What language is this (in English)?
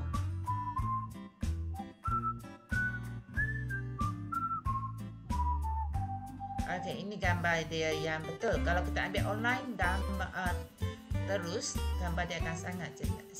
Malay